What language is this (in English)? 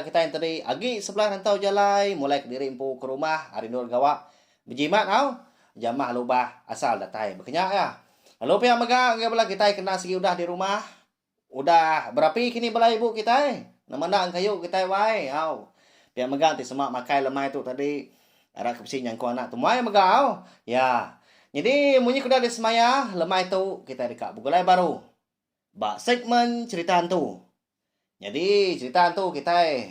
Iban